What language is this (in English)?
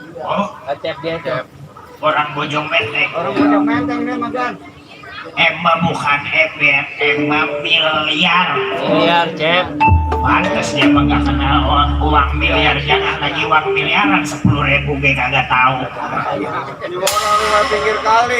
Betawi